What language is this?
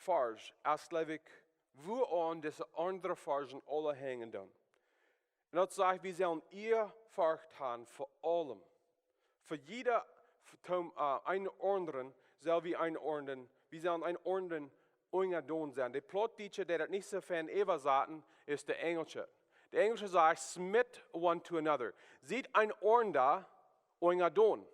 Plautdietsch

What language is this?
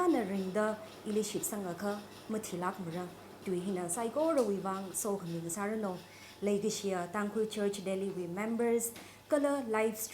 Tangkhul Naga (India)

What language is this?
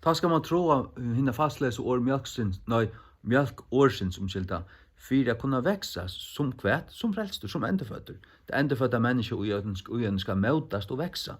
Faroese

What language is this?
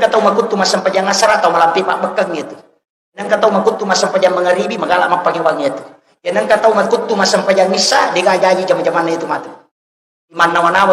Buginese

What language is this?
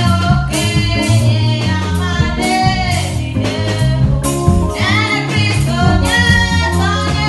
Ewe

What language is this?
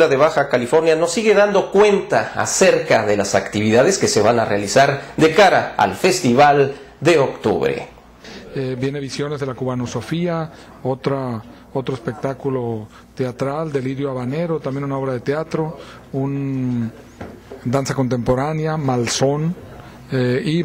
Spanish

